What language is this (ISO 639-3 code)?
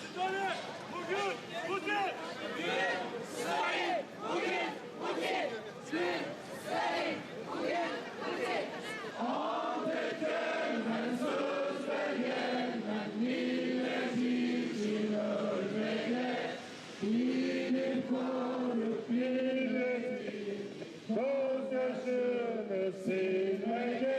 crh